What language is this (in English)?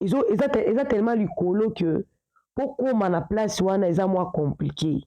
Lingala